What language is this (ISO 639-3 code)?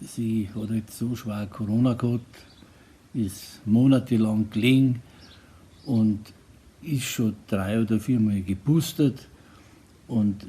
bar